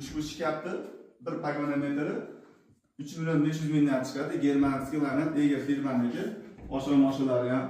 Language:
Uzbek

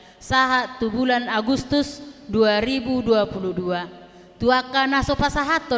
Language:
Batak Toba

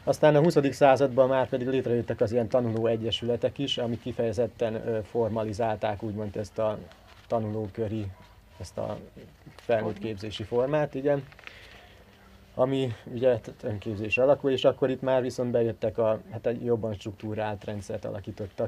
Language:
Hungarian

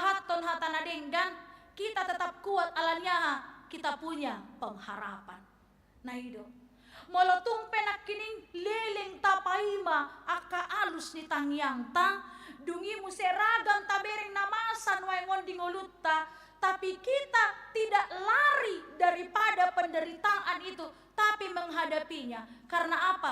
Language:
Batak Toba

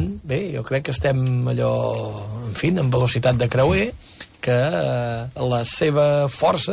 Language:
Catalan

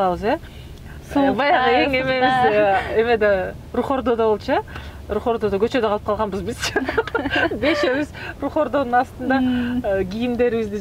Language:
Kyrgyz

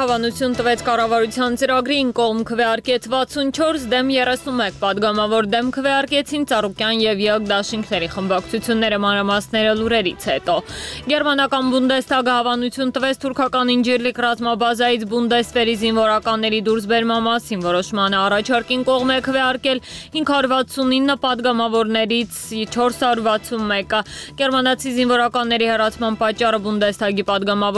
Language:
Armenian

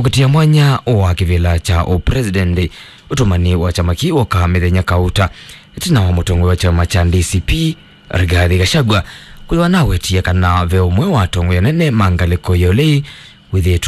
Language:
Kamba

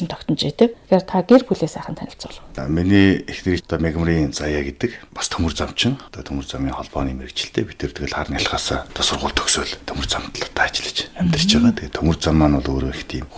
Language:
Mongolian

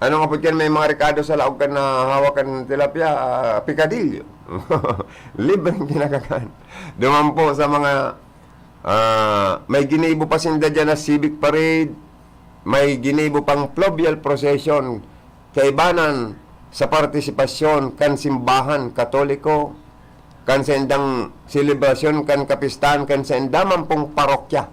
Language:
Bikol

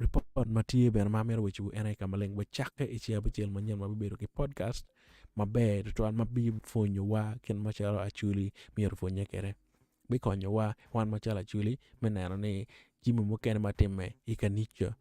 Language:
Acoli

